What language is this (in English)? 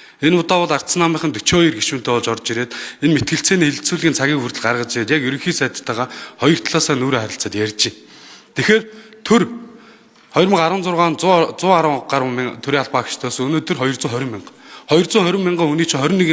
Mongolian